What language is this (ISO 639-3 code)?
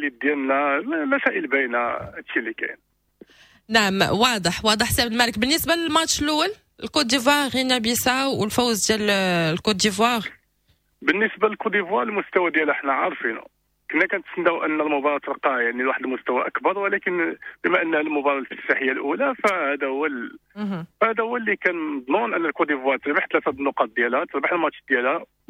ary